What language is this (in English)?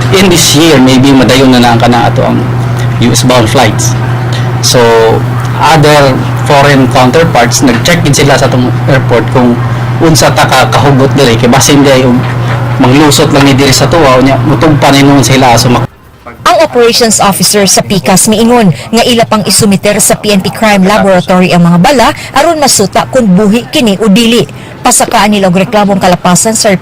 Cebuano